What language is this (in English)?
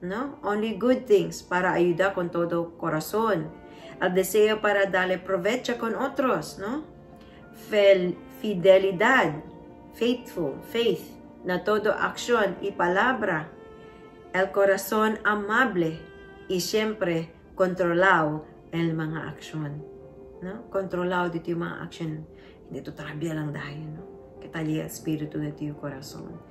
Chavacano